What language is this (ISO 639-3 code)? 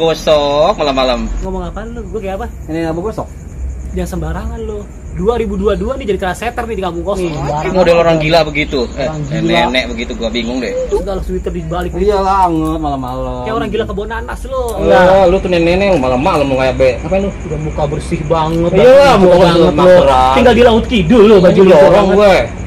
bew